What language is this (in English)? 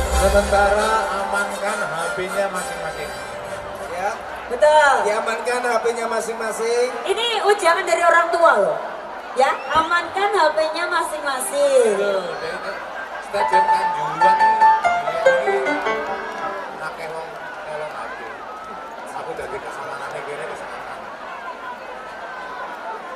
Indonesian